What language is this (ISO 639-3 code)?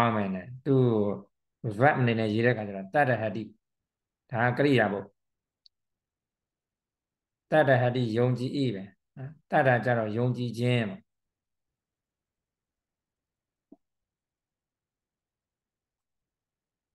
mya